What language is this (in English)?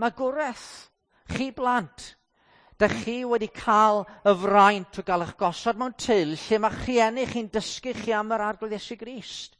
Welsh